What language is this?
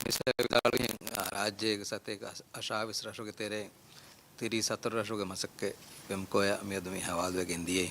Divehi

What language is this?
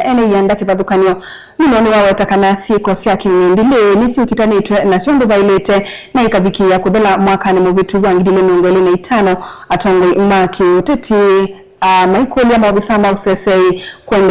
Kamba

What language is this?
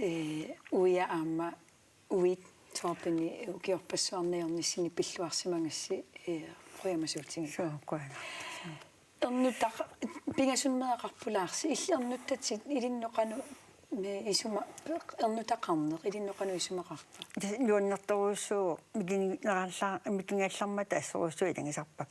Kalaallisut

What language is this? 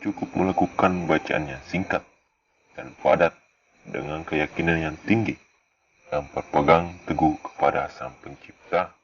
Buginese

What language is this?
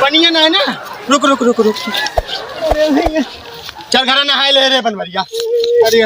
Awadhi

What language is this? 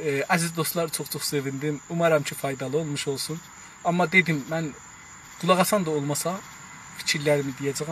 South Azerbaijani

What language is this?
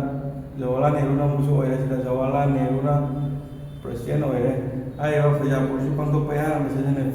Manipuri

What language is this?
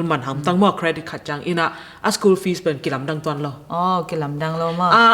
Tedim Chin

